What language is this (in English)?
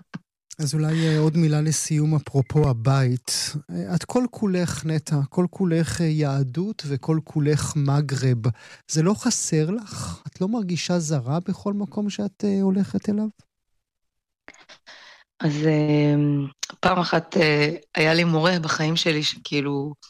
Hebrew